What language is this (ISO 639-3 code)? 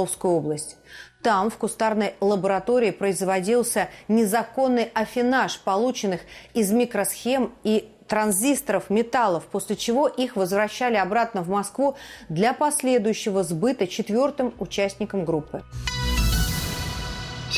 rus